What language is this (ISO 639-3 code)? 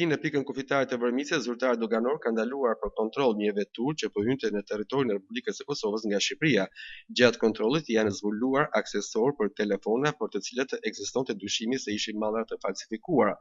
sqi